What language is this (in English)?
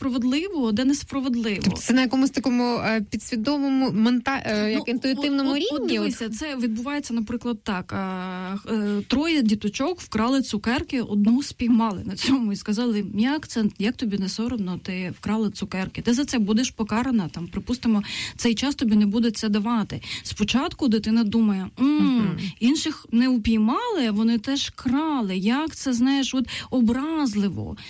Ukrainian